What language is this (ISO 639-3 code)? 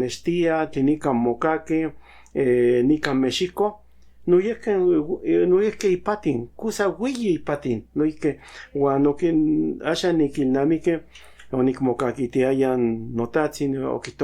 nhn